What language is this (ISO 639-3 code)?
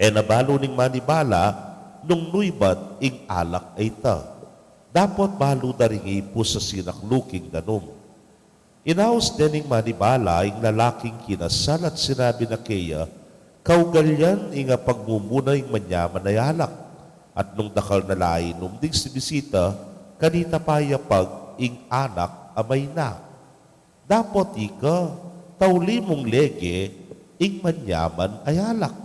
pam